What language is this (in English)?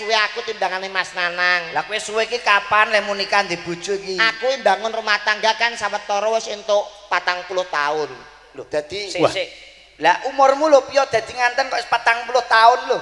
Javanese